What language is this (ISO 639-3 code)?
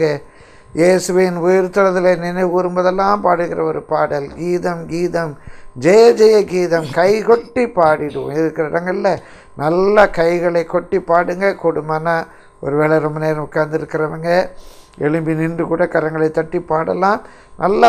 tam